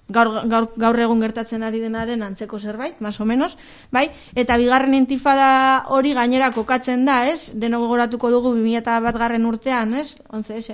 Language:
Basque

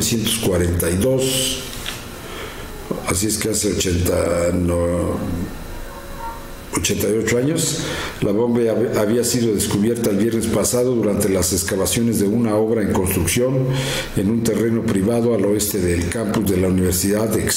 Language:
Spanish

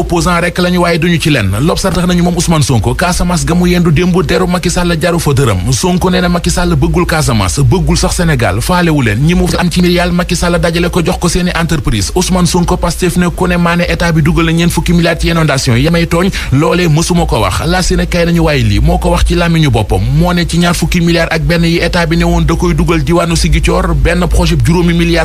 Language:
Wolof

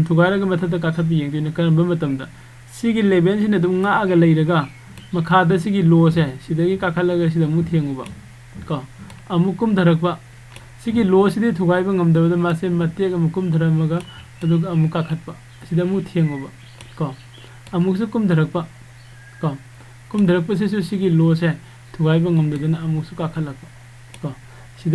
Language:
Manipuri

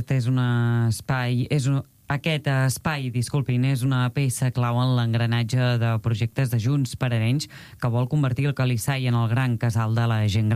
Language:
Catalan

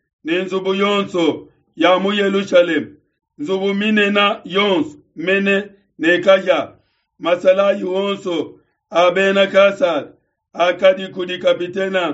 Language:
Luba-Lulua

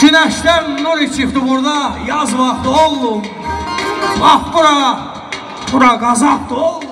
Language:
South Azerbaijani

